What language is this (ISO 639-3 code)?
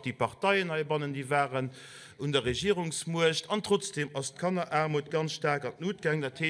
ltz